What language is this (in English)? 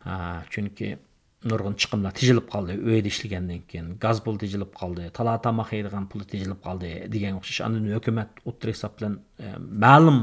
Uyghur